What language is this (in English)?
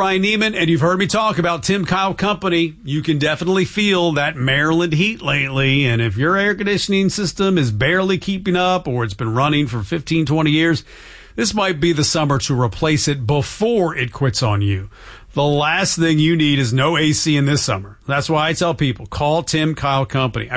English